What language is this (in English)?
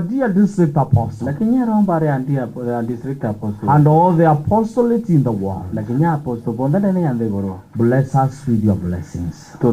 Meru